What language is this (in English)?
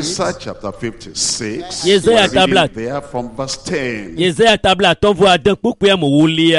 Ewe